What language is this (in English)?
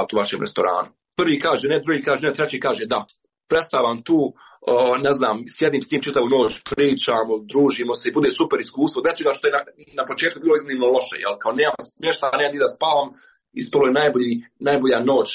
Croatian